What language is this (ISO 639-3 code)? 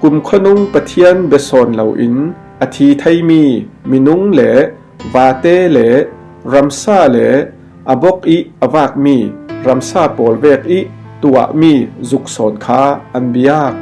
cfm